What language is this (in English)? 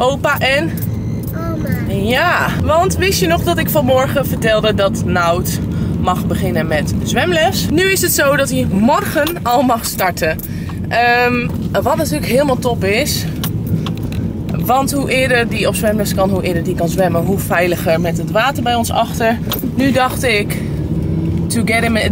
Dutch